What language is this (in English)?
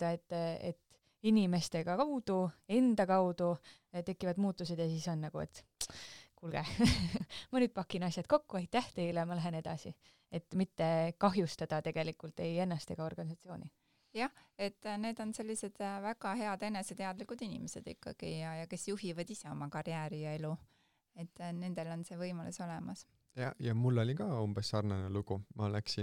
Estonian